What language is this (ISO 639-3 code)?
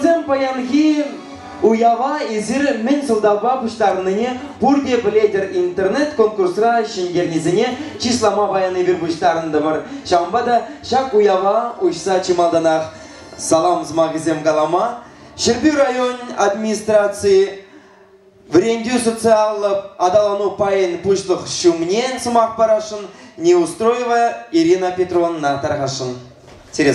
chv